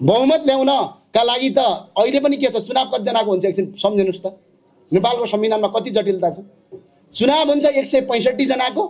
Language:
Nepali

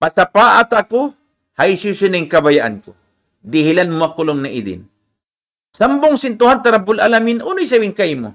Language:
Tausug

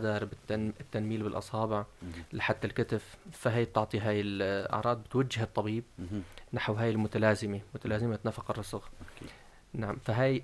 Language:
North Levantine Arabic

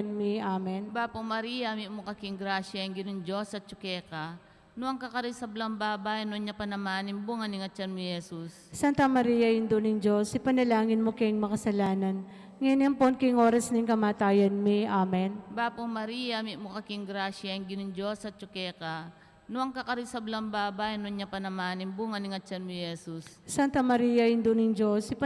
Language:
Pampanga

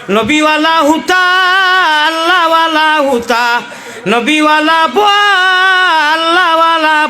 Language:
Sylheti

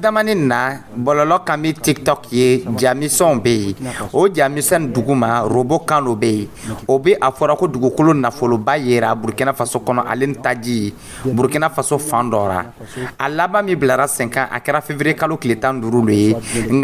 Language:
Dyula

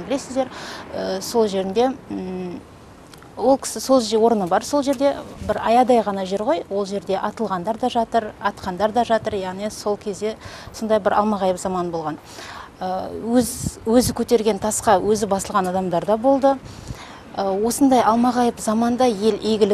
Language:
Kazakh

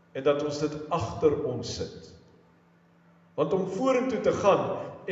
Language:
Afrikaans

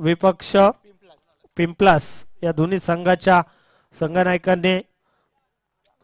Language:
Marathi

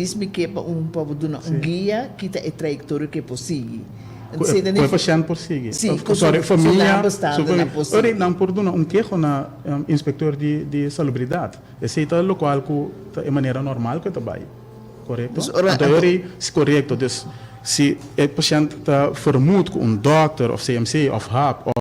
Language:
Papiamento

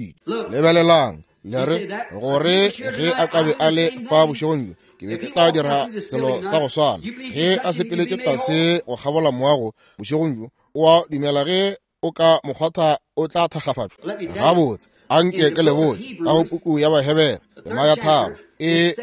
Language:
Northern Sotho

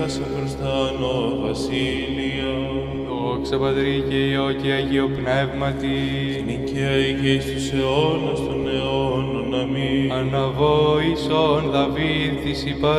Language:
Greek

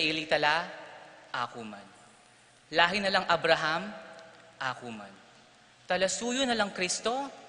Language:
Pampanga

